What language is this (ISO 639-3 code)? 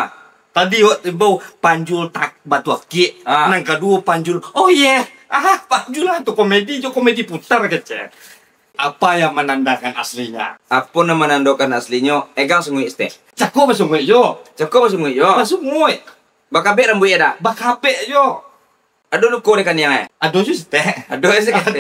min